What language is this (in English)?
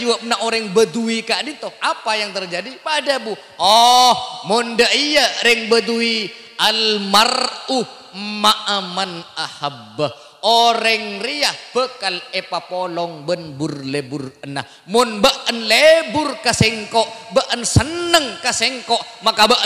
Madurese